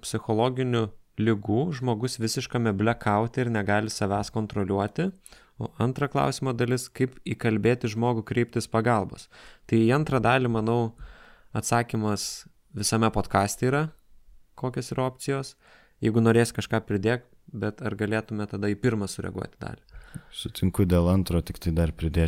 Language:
Lithuanian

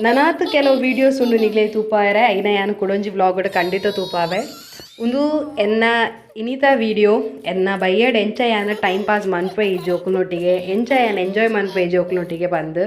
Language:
Tulu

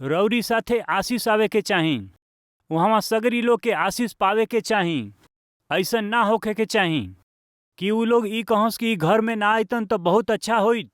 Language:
Bhojpuri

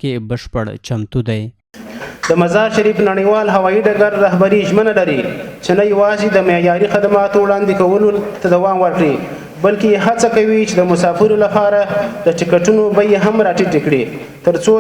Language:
Pashto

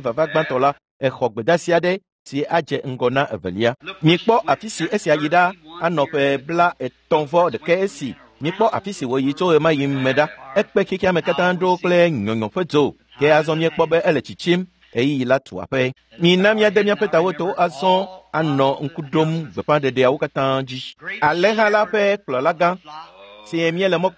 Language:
Ewe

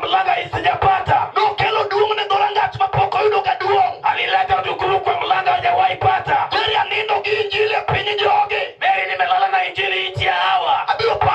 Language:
Luo (Kenya and Tanzania)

